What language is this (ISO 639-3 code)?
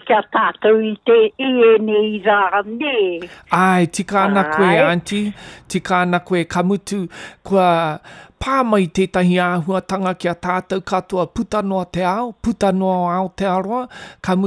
mri